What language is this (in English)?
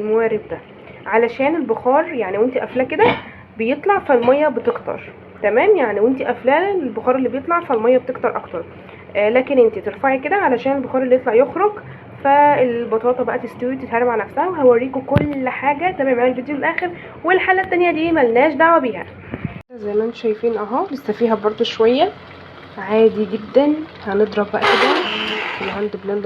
Egyptian Arabic